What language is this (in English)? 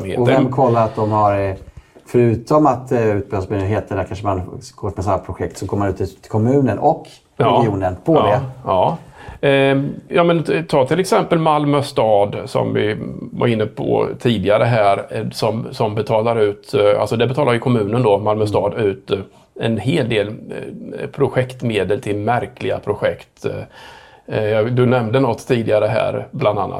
Swedish